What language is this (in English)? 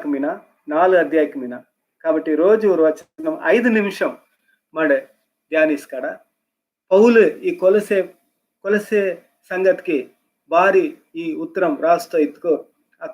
Koya